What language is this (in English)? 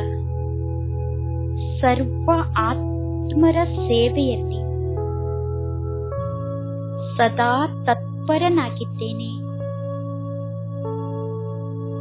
Kannada